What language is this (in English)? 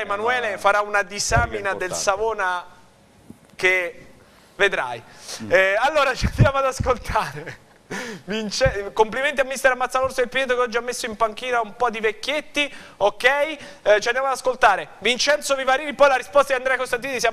Italian